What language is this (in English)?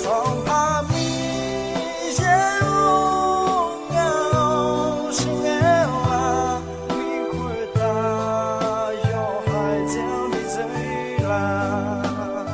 Akha